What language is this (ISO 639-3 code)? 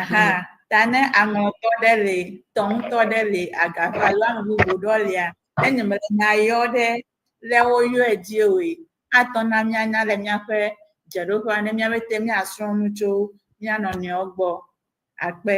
ewe